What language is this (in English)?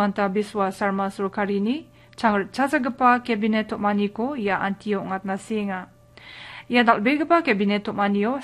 Garo